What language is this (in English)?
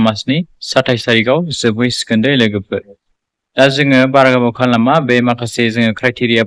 Bodo